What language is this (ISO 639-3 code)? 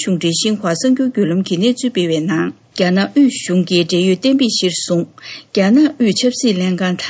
bod